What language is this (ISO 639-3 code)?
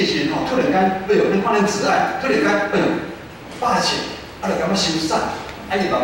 nan